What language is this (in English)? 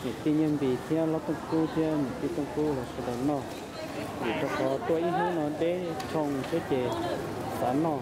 Hmong